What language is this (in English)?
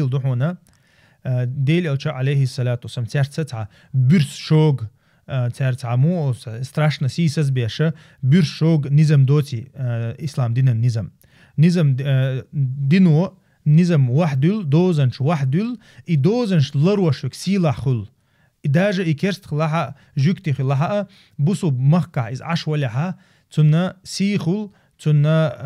Chechen